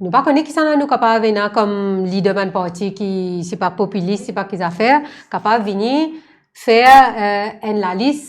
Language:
Morisyen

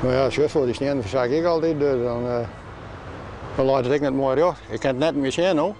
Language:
Western Frisian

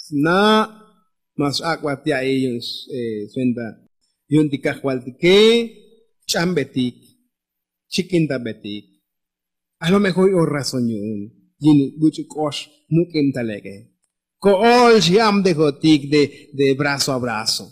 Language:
Tzotzil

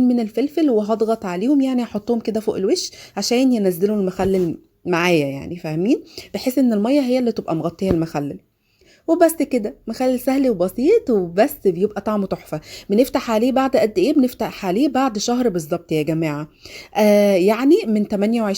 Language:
Egyptian Arabic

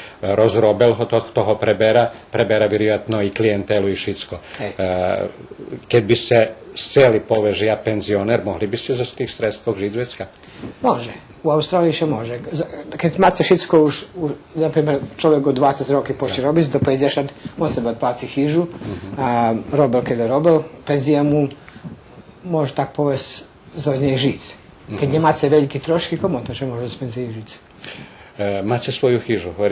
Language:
Rusyn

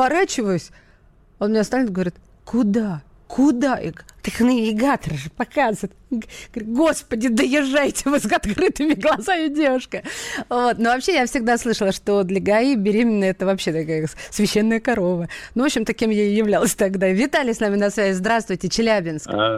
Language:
Russian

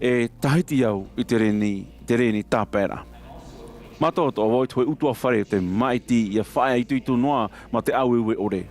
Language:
Tahitian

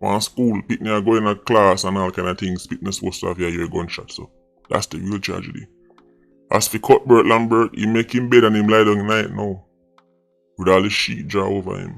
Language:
Jamaican Creole English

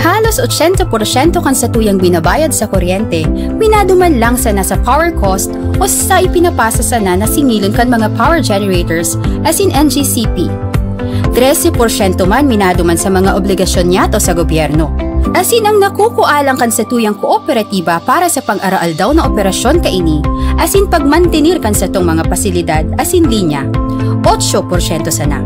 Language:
Bikol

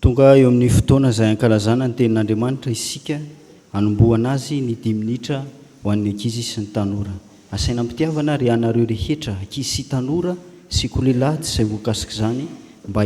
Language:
Malagasy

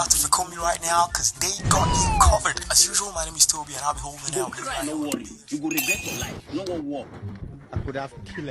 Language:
Nigerian Pidgin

